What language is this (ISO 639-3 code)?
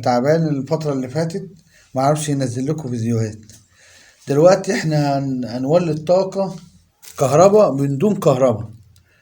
arz